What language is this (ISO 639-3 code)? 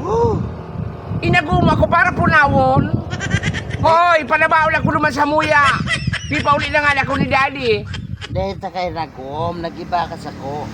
bik